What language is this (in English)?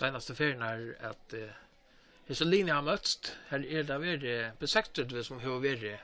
Faroese